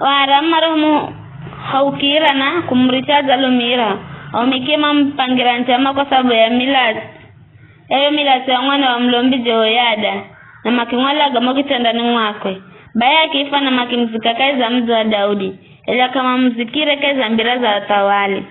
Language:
Giryama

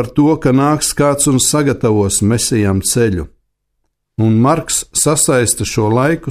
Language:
Latvian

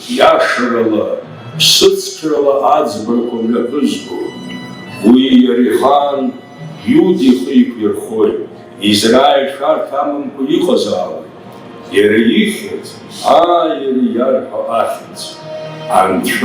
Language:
Abkhazian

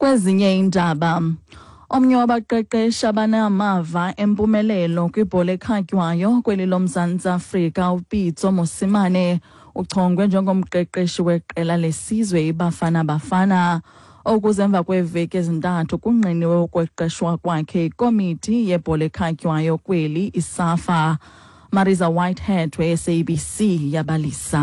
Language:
Xhosa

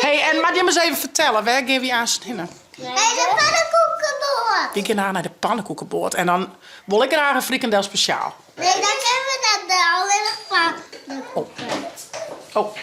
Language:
Western Frisian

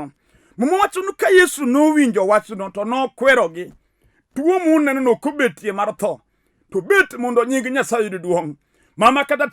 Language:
Luo (Kenya and Tanzania)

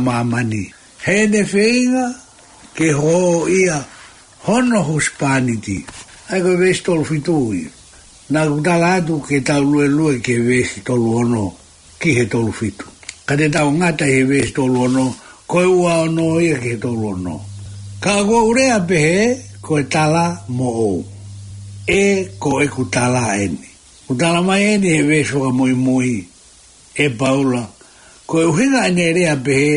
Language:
Tongan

